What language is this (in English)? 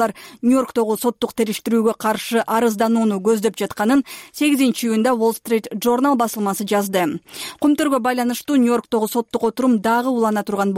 Kyrgyz